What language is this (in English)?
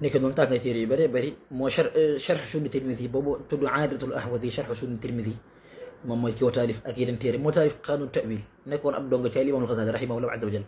Wolof